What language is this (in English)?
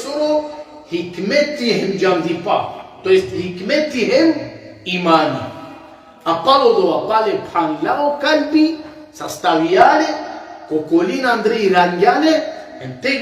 Balkan Romani